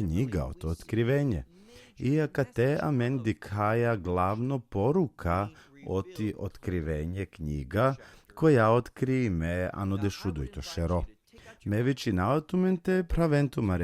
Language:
Balkan Romani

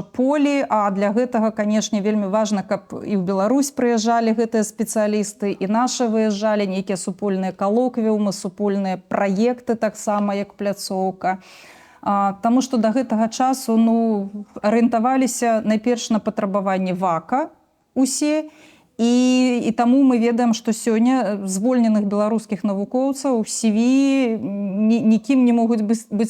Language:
Belarusian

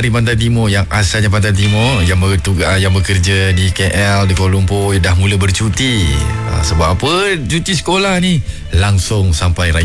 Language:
Malay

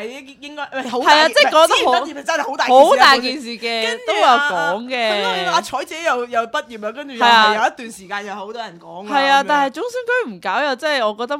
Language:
Cantonese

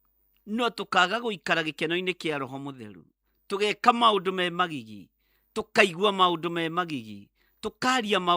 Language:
Kikuyu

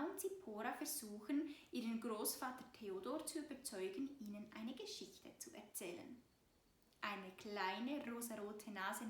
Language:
Swiss German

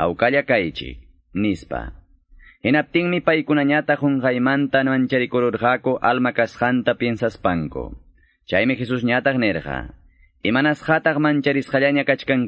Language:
Quechua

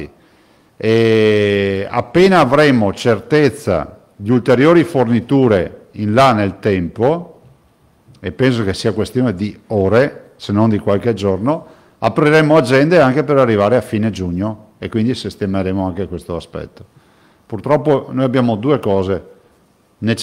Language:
Italian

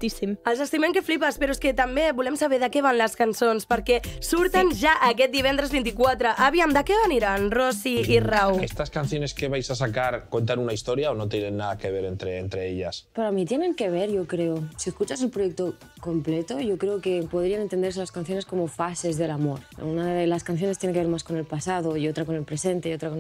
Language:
Catalan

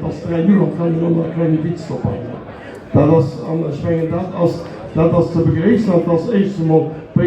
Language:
Luxembourgish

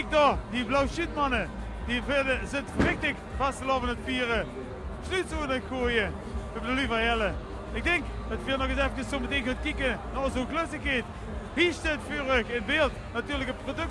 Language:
Limburgish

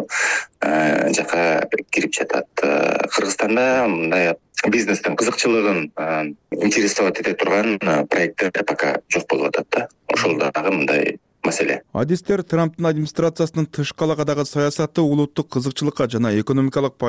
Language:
Kyrgyz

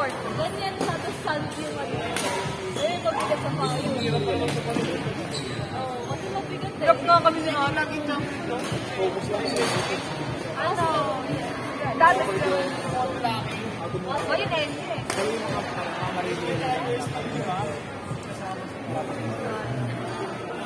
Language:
Filipino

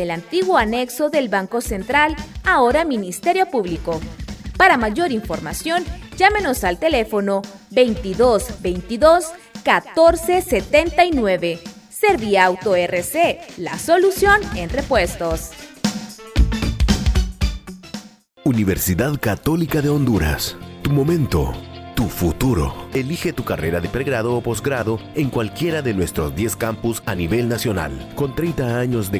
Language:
Spanish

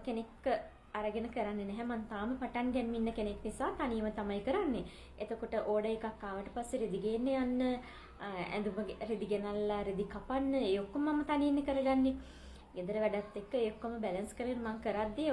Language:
Sinhala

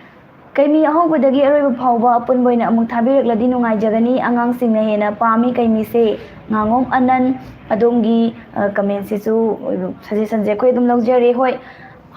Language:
Manipuri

